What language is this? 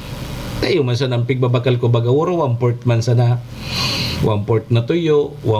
Bikol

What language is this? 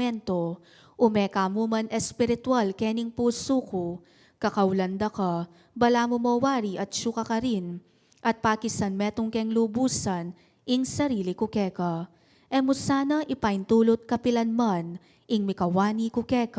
Pampanga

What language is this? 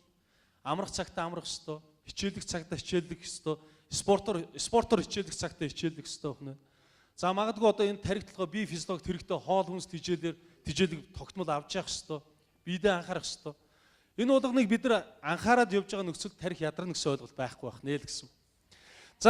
Mongolian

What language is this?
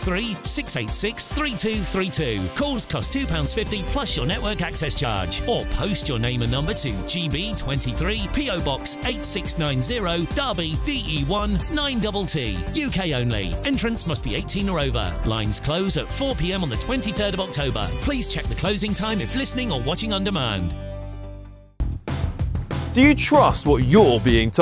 English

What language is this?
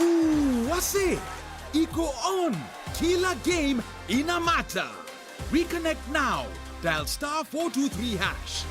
Meru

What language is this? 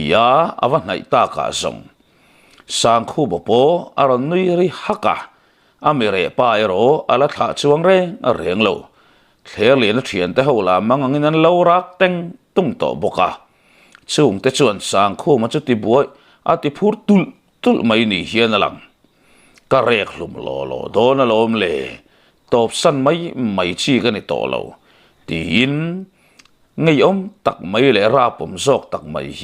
Mizo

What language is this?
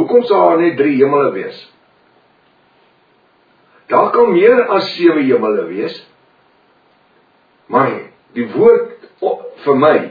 Afrikaans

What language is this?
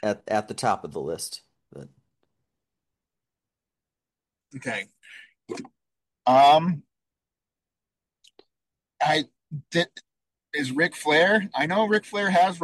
English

